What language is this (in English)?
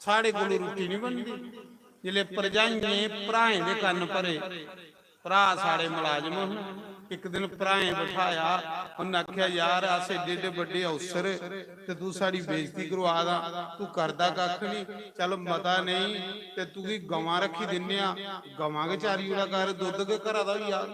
Dogri